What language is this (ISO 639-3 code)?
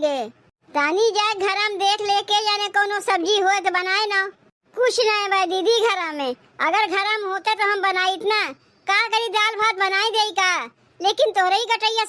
awa